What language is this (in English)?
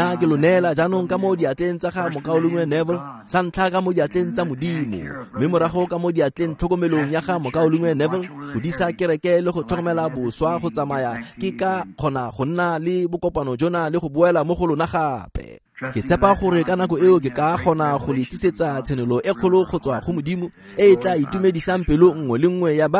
Tswana